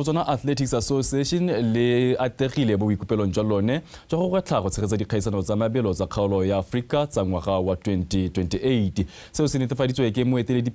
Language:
Tswana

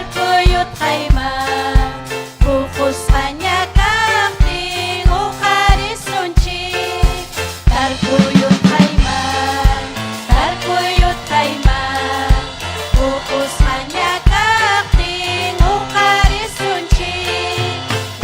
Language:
Ayacucho Quechua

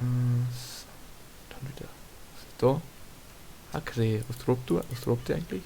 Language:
Bavarian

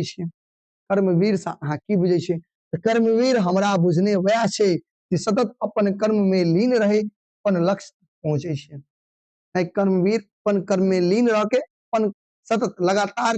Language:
Maithili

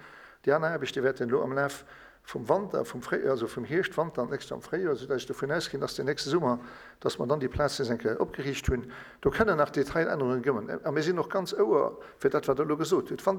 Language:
Luxembourgish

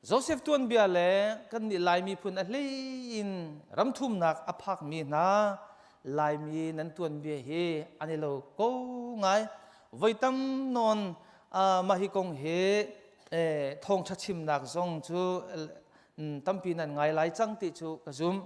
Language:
Hakha Chin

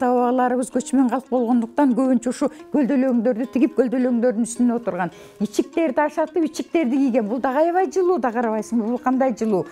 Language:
Kyrgyz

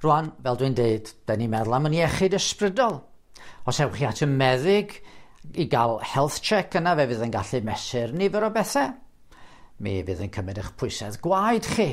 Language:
Welsh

